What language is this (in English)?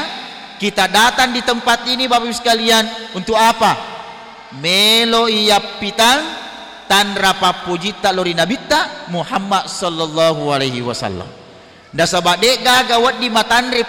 Buginese